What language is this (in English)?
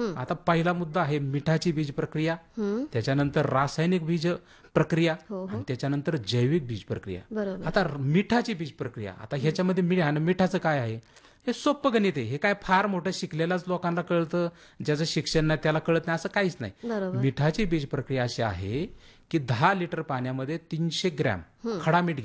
Marathi